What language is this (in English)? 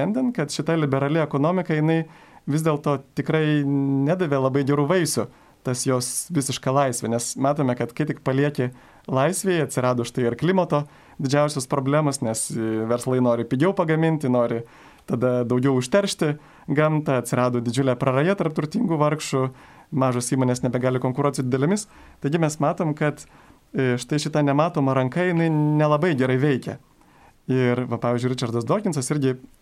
Lithuanian